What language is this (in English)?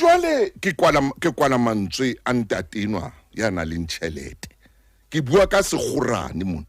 Southern Sotho